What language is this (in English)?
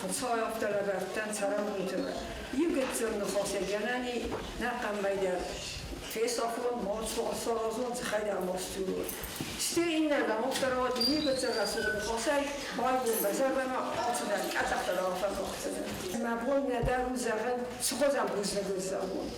Ossetic